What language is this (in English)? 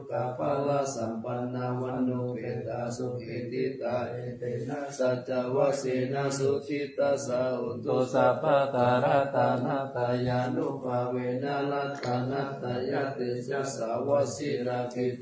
Pali